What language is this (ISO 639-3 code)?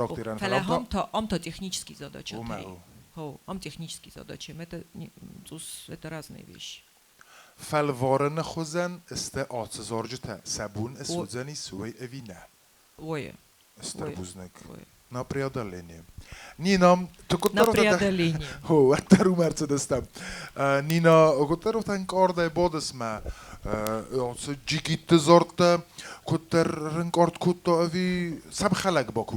oss